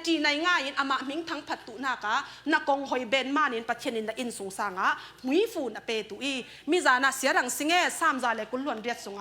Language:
Falam Chin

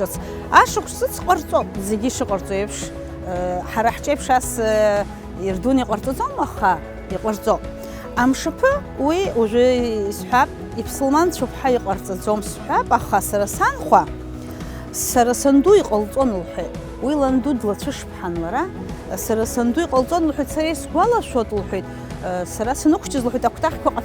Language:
Abkhazian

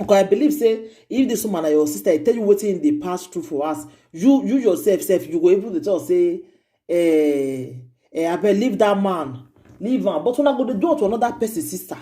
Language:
Nigerian Pidgin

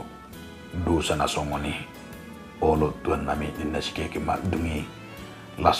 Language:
Batak Toba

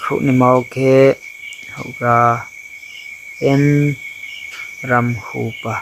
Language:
Riang (India)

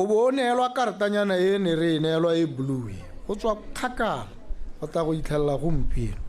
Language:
Tswana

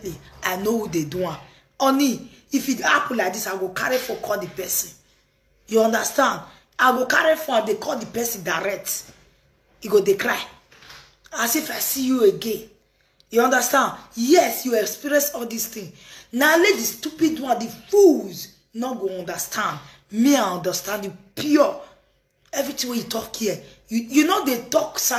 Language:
Nigerian Pidgin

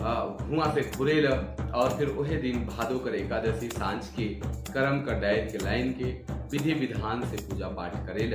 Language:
Sadri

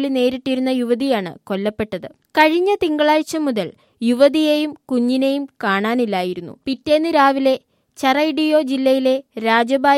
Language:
Malayalam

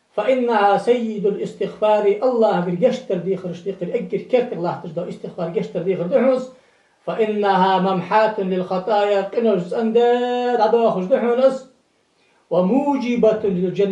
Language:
Ingush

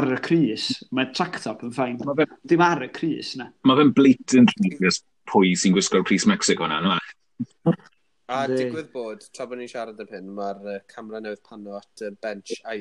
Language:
Welsh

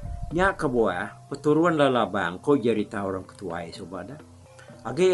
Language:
Iban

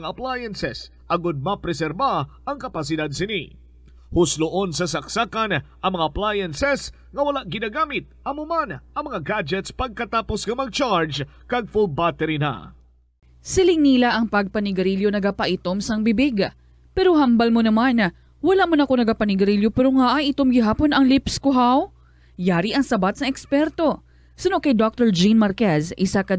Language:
Hiligaynon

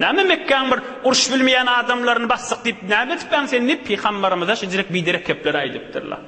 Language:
Turkmen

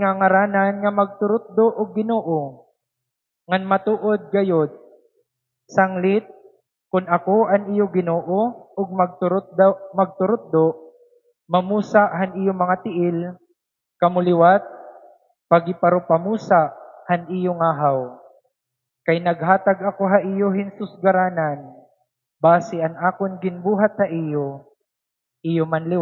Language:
Waray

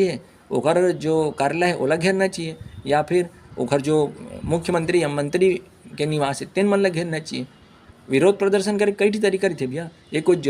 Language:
Chhattisgarhi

